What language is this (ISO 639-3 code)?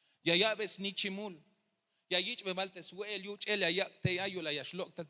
tzh